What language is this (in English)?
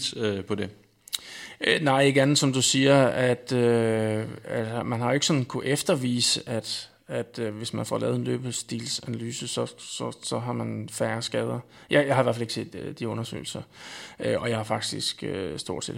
Danish